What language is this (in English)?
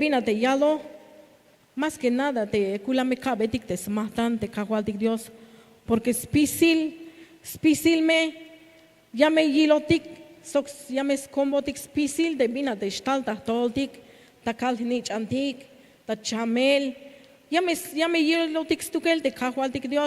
Tzeltal